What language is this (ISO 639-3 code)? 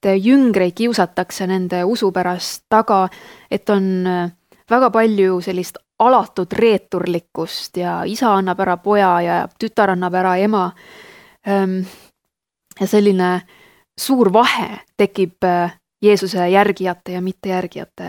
est